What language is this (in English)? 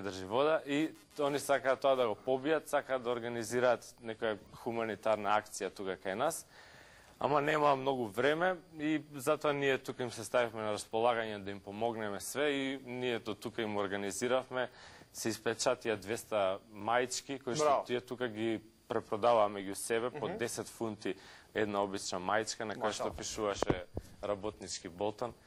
Macedonian